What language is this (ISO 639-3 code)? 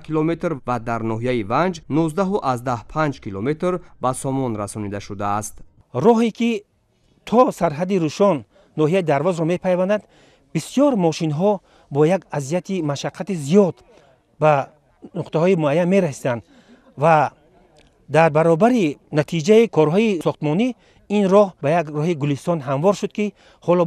tgk